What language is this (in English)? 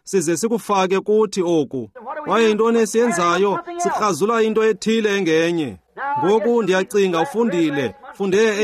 Xhosa